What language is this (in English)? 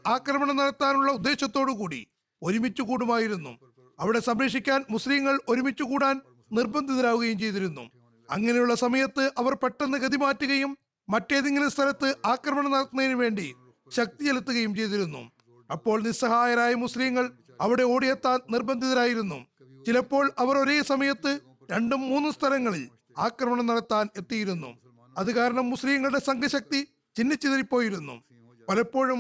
Malayalam